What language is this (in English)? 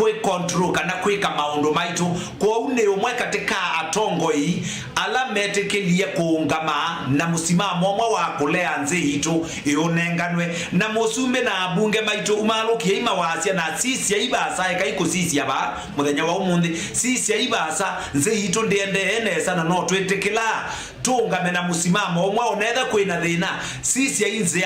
Kamba